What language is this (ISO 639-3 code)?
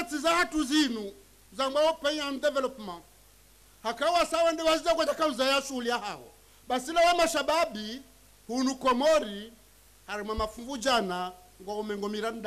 zdj